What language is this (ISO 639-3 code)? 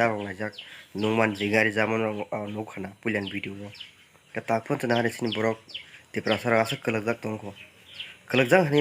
trp